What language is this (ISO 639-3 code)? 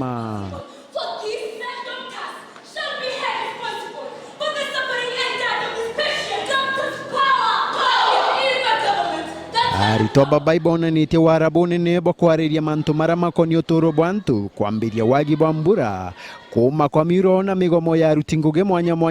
mer